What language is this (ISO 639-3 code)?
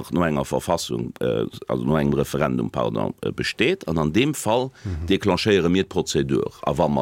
ltz